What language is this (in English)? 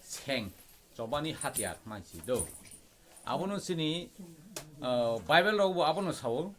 Kok Borok